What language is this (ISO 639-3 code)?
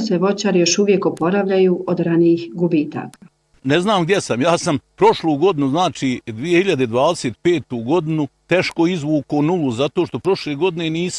bos